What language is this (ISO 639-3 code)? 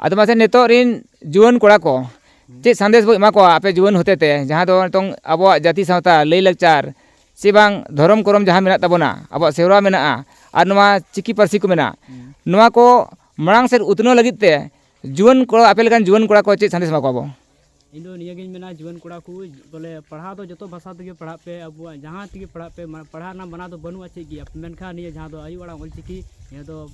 sat